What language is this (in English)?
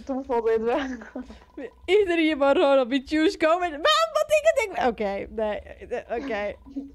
Western Frisian